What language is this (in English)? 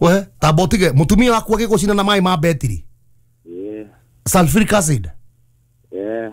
Kikuyu